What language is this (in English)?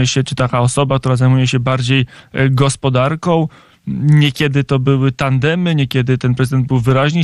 Polish